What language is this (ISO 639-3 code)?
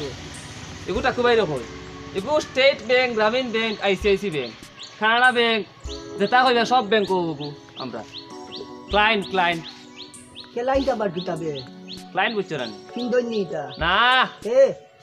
syl